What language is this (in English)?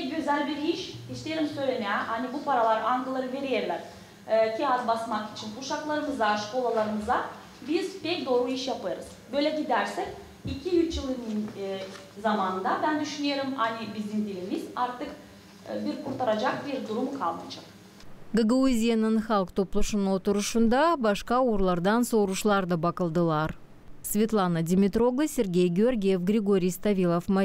Gagauz